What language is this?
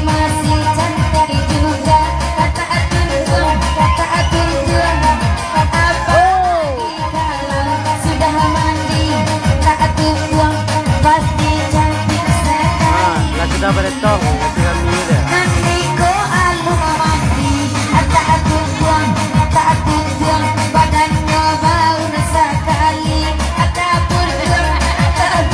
Minangkabau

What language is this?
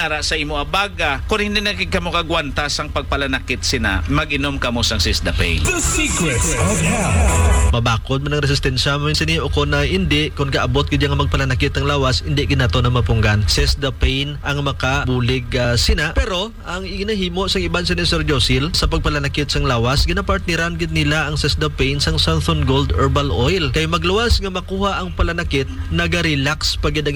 Hiligaynon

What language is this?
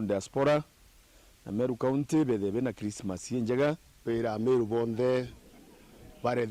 Meru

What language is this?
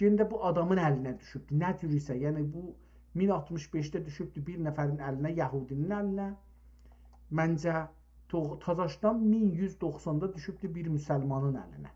South Azerbaijani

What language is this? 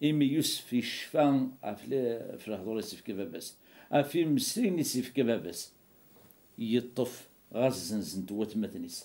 Kabyle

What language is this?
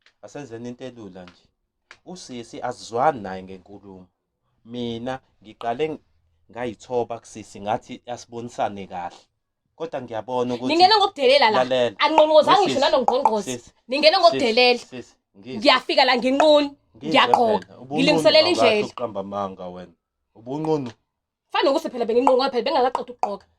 Zulu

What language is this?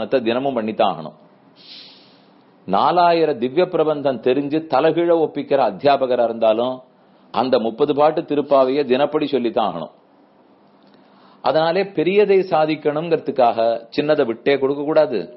Tamil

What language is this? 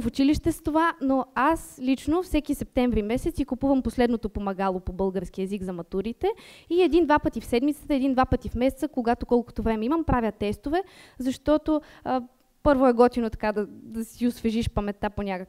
Bulgarian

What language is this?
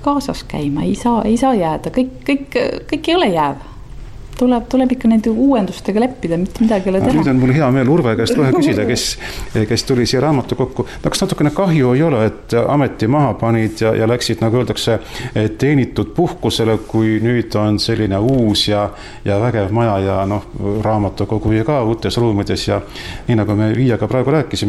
Estonian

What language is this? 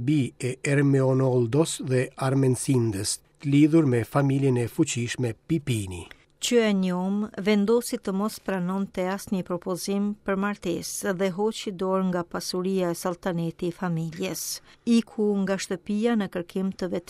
Albanian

